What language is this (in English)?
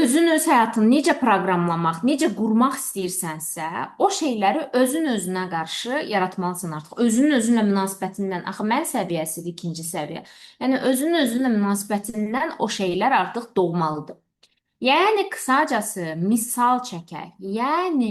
Azerbaijani